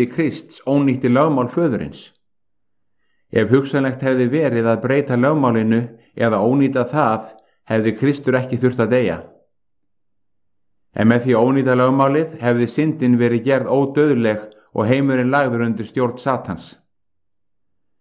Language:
Icelandic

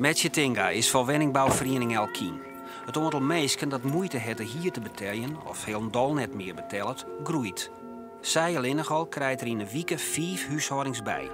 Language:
Western Frisian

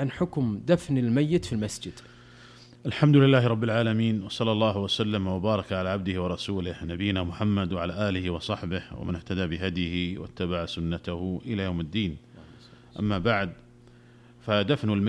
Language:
Arabic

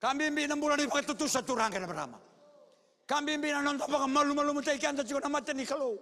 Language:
Fijian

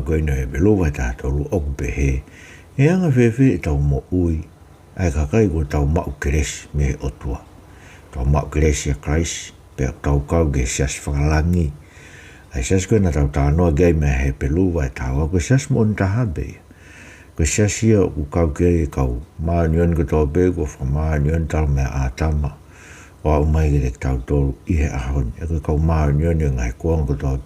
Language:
Tongan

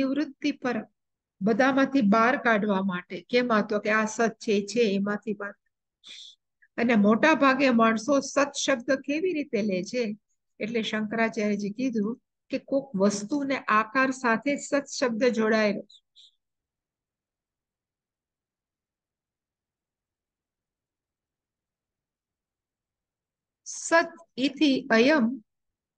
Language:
Gujarati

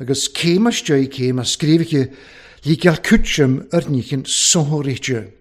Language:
Welsh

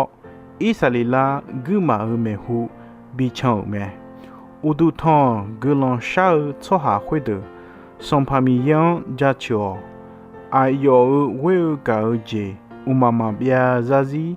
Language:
Akha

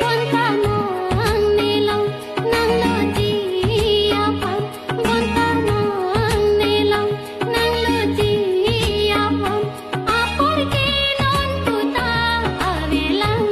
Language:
Karbi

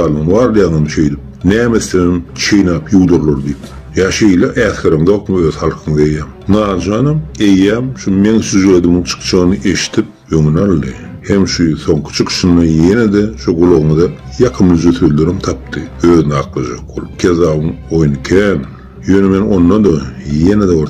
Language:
Turkmen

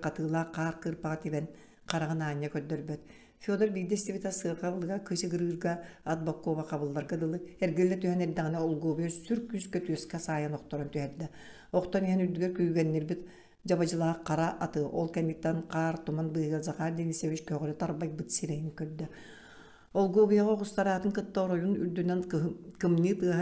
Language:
Yakut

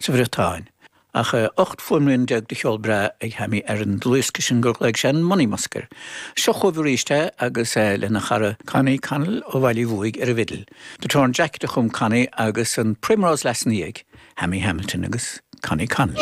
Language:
Irish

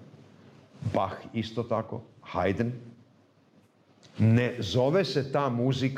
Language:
Serbian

